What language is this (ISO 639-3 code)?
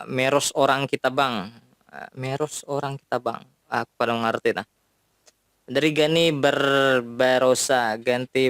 bjn